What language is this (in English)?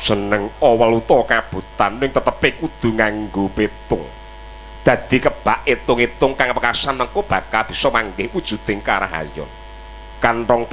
Javanese